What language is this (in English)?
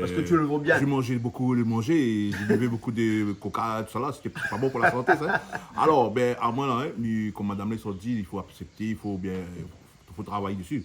Réunion Creole French